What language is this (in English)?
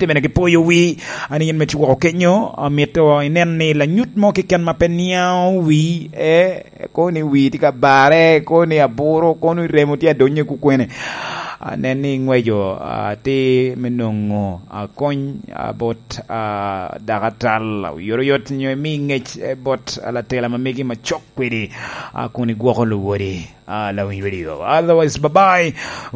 Lango (Uganda)